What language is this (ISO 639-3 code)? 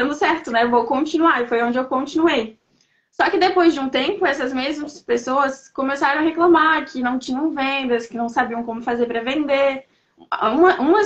por